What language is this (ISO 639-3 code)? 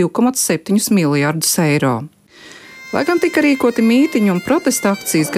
lav